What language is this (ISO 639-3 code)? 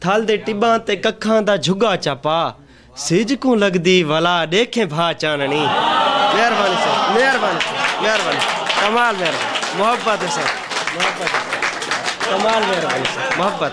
skr